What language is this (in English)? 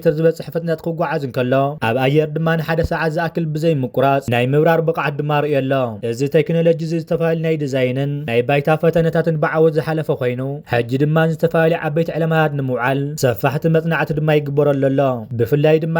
Tigrinya